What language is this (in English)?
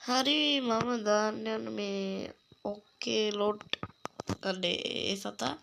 Sinhala